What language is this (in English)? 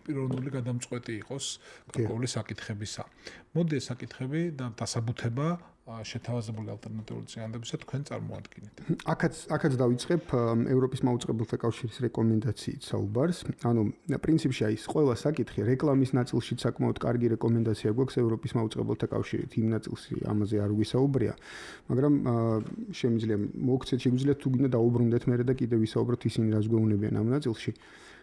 Georgian